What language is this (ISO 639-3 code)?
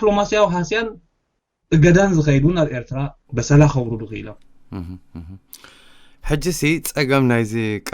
tir